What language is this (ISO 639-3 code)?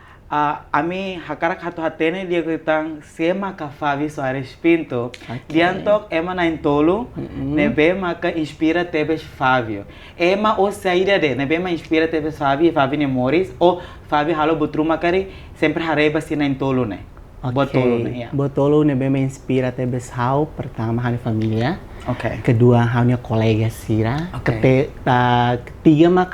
tet